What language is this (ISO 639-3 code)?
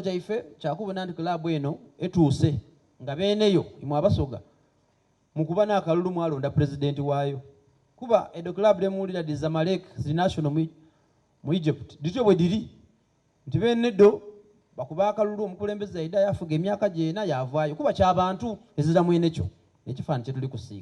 xog